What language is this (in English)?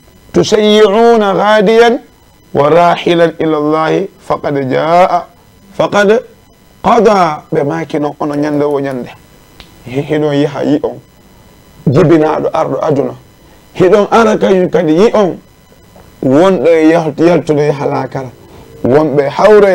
Fula